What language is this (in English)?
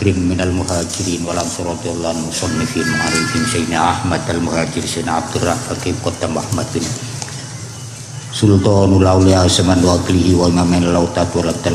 Indonesian